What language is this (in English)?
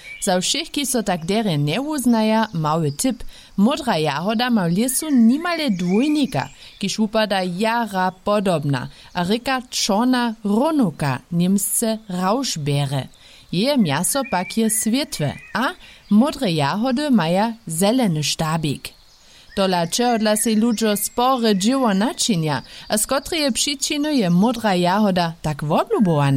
Upper Sorbian